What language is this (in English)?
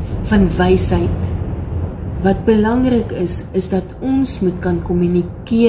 Afrikaans